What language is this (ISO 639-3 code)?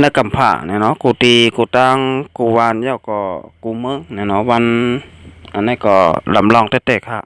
shn